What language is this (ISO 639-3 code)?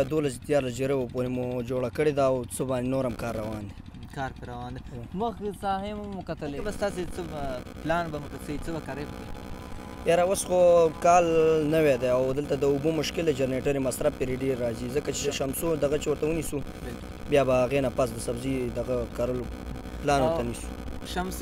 pus